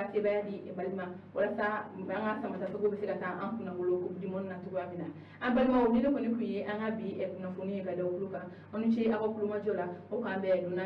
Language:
Bambara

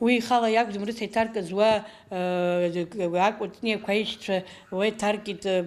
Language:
Abkhazian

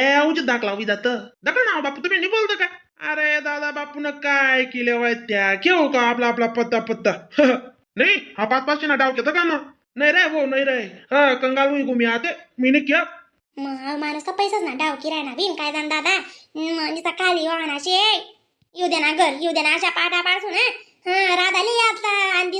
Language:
Khandesi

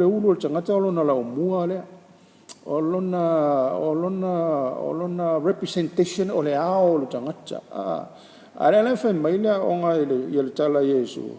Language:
Samoan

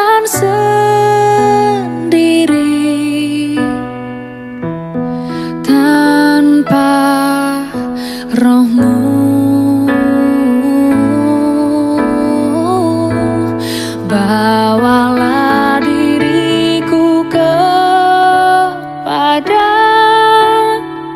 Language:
Indonesian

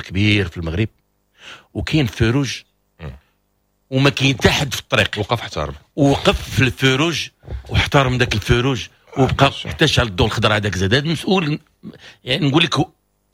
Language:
Moroccan Arabic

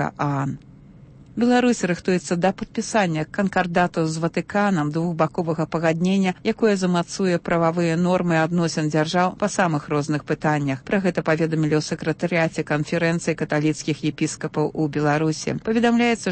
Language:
Belarusian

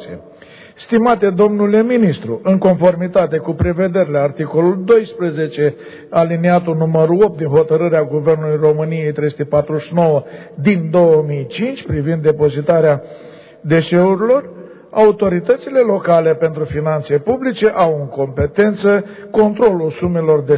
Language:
Romanian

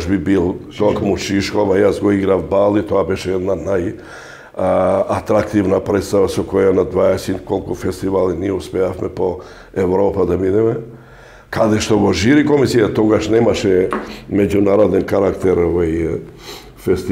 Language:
Macedonian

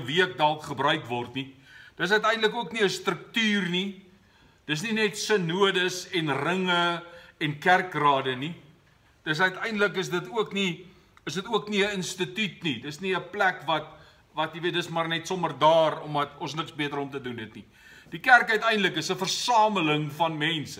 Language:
Afrikaans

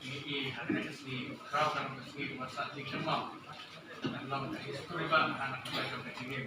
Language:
Khasi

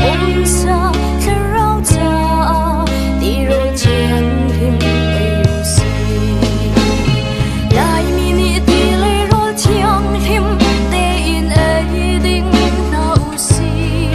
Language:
Hakha Chin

